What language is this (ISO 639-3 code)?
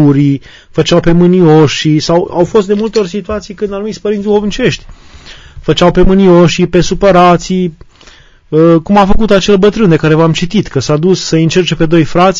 ron